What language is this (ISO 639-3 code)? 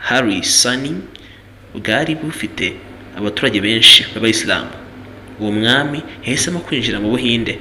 kin